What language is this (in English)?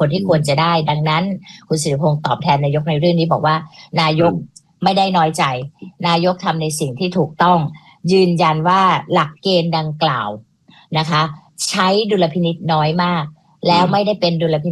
Thai